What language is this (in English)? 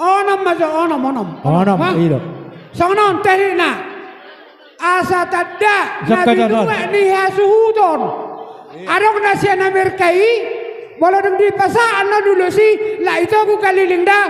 Batak Toba